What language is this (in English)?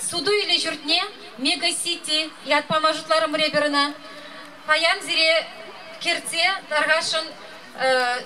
Chuvash